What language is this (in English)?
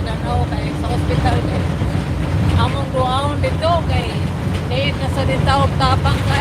Cebuano